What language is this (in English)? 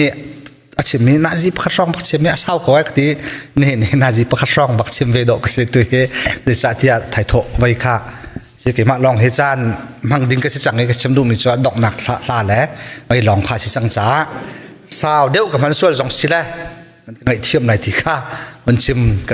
Hakha Chin